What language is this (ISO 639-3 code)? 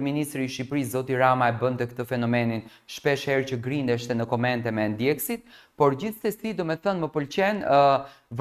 sqi